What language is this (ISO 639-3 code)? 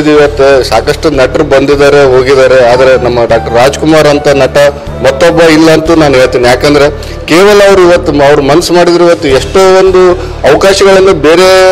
kan